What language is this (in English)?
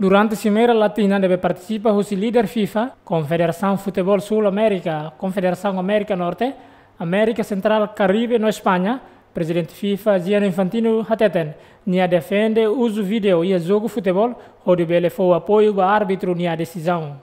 Tetum